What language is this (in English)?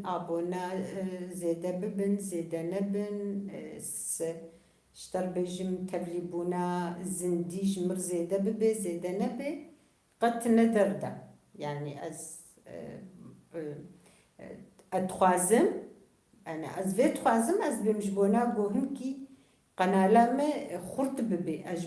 Kurdish